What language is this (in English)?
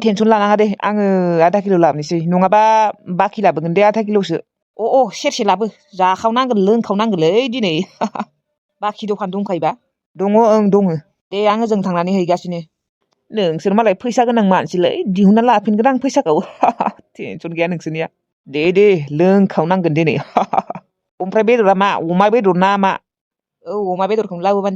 Bodo